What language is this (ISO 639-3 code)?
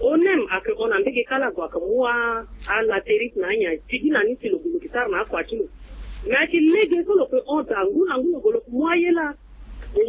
sag